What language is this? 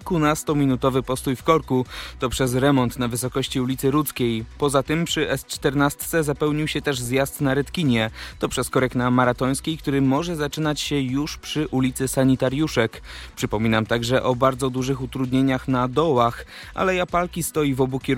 Polish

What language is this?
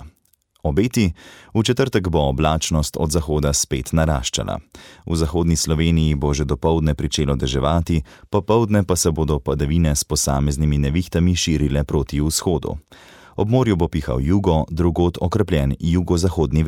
Slovenian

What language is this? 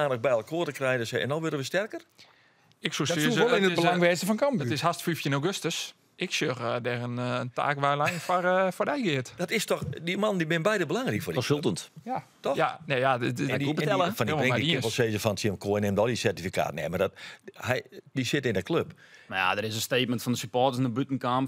Western Frisian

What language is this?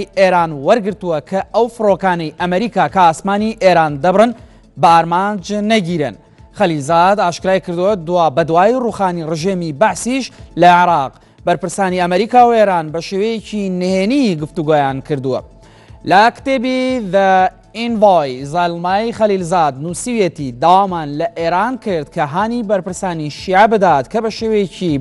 Central Kurdish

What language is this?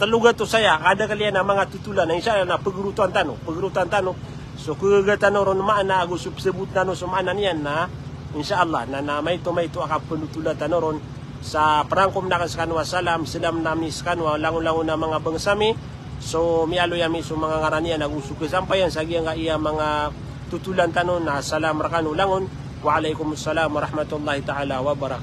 Maranao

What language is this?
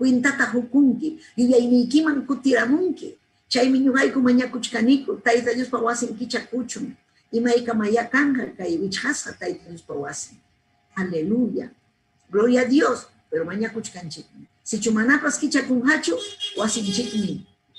Ayacucho Quechua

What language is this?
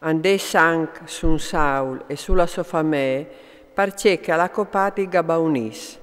Friulian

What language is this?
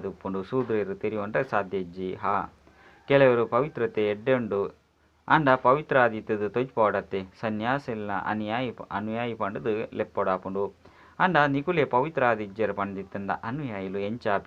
Tulu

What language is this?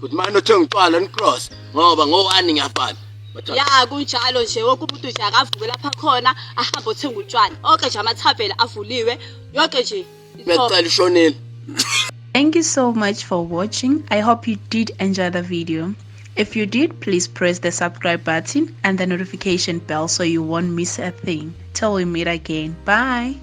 Zulu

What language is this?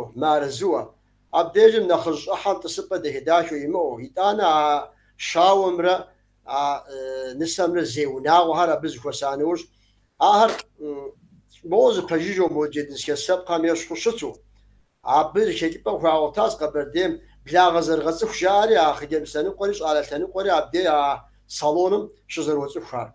Kabardian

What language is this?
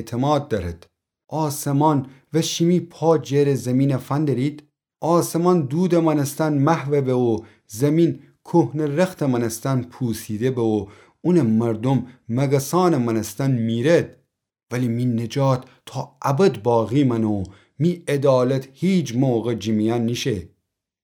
Gilaki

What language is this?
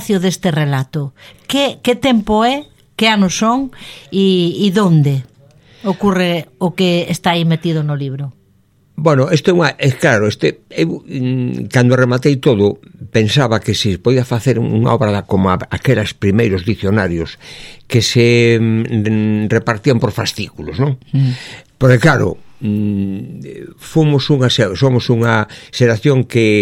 Galician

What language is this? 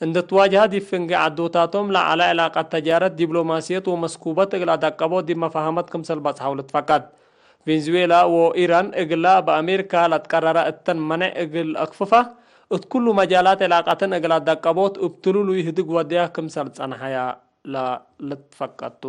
Tigre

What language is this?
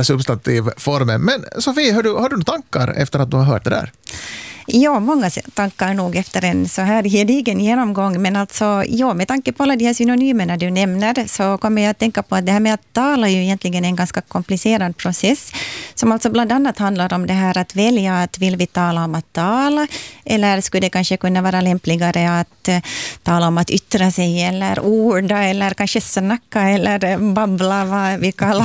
Swedish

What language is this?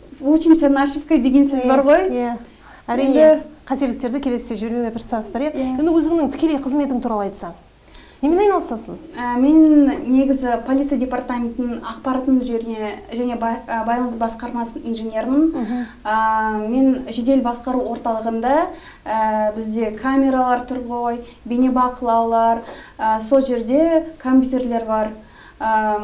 Kazakh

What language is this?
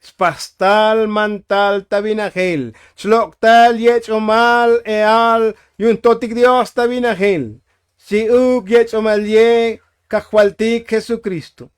Tzotzil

